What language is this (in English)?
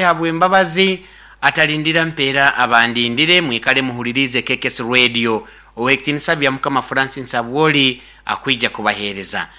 Nyankole